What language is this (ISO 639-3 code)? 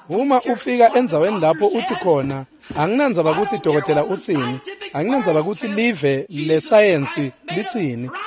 ssw